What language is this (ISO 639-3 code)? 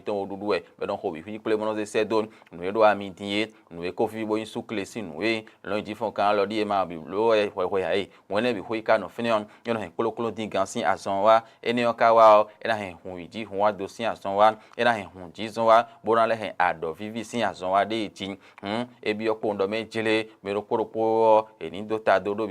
fon